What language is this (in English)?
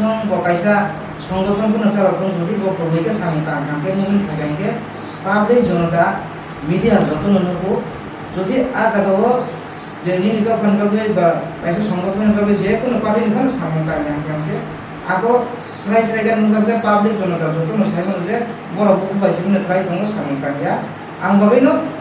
Kok Borok